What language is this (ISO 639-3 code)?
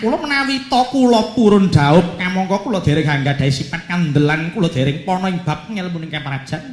jav